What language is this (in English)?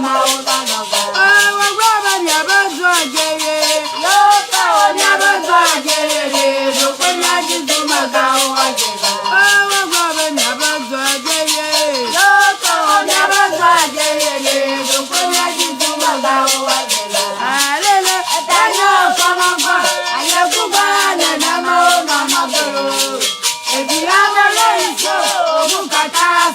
Ewe